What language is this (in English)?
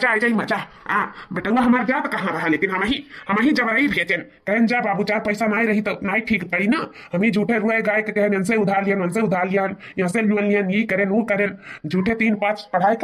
Awadhi